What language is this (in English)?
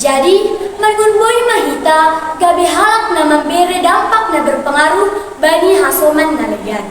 Batak Simalungun